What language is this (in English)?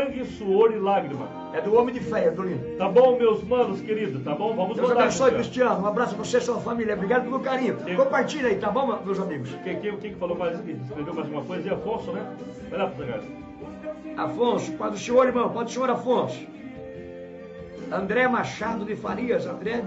Portuguese